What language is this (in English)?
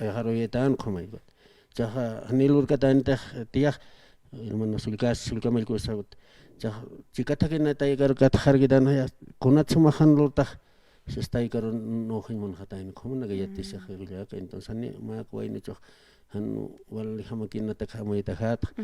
Aymara